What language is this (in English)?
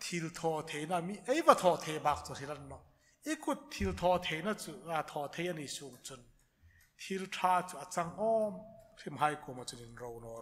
Hmar